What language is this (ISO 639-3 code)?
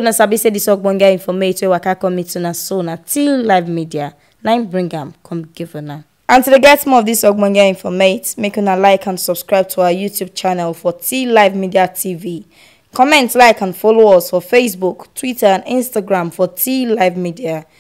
pcm